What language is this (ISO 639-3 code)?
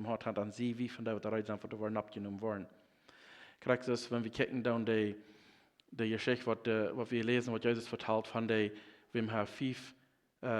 pdt